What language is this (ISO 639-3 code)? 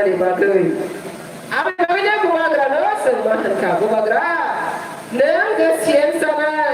trp